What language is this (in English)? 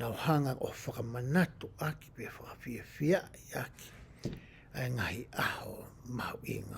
Tongan